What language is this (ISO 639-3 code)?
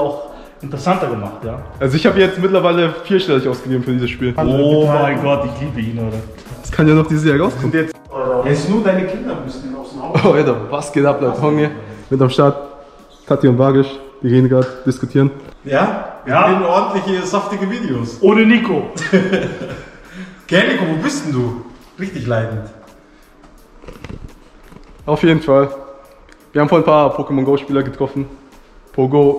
deu